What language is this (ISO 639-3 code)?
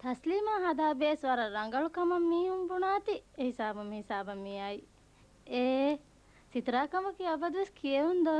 div